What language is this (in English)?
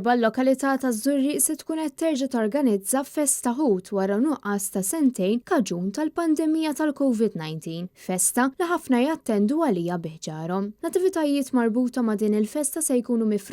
Maltese